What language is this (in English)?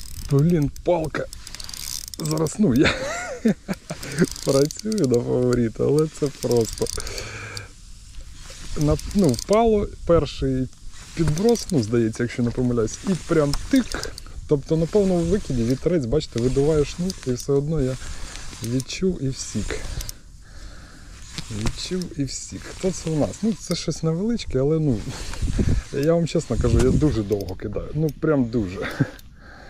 Ukrainian